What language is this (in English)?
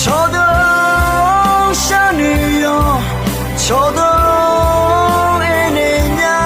Akha